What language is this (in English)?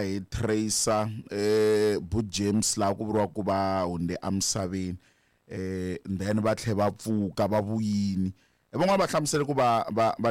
Tsonga